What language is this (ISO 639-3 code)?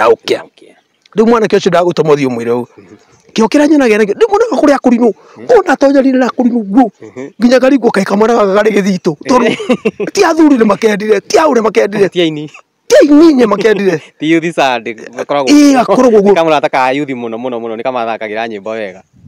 kik